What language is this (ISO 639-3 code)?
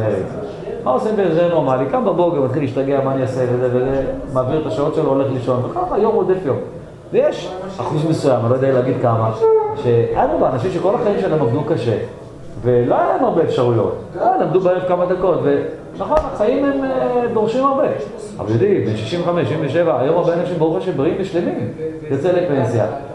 heb